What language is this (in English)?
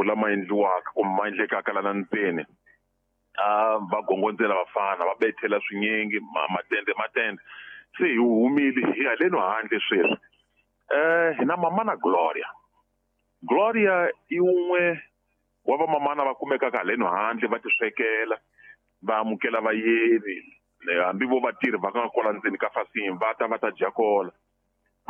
Tsonga